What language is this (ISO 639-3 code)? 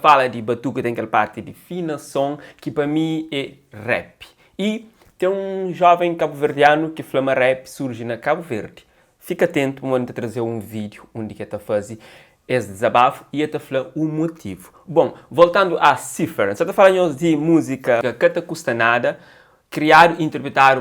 kea